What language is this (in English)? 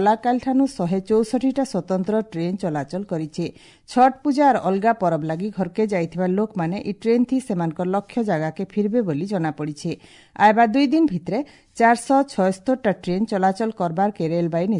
Odia